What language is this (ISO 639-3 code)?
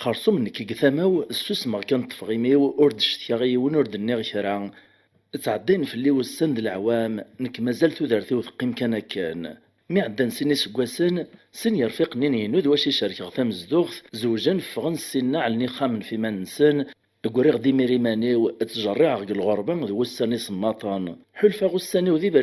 kab